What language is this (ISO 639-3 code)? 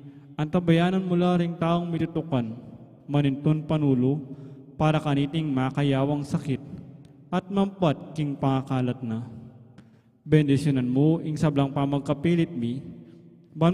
pam